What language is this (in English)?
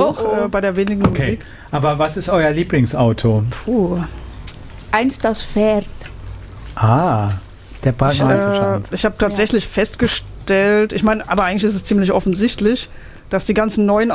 German